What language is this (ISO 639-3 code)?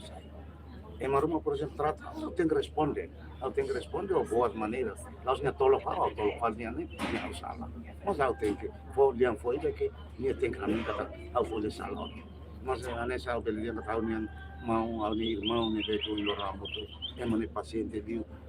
tet